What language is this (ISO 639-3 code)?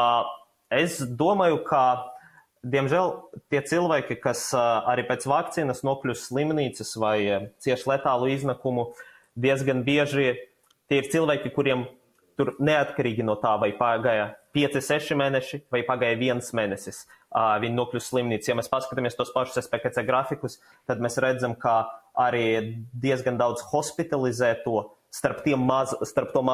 lav